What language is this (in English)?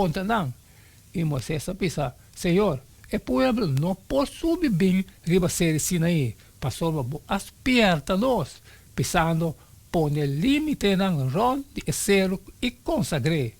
Papiamento